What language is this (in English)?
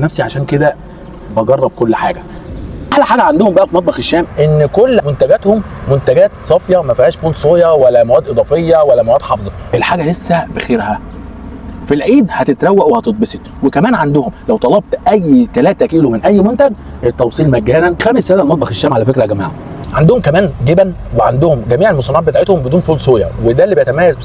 Egyptian Arabic